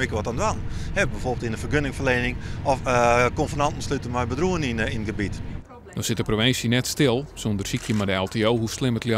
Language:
Western Frisian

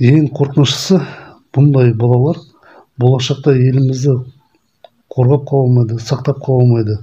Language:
Kazakh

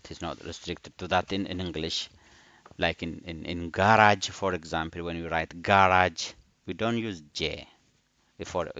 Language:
English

